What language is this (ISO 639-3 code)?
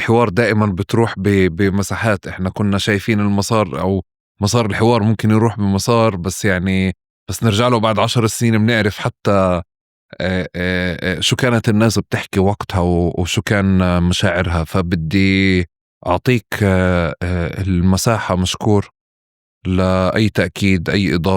apc